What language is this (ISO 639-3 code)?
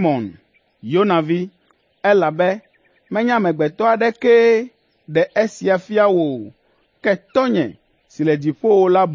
ewe